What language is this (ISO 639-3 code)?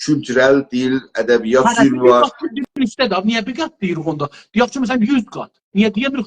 azb